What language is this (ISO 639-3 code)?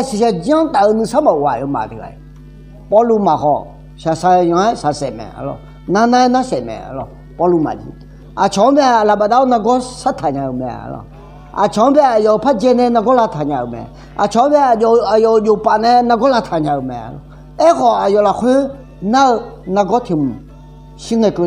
ahk